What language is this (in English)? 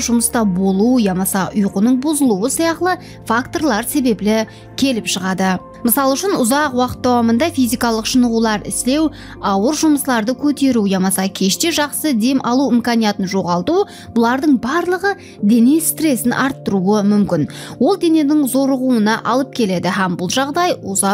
Kara-Kalpak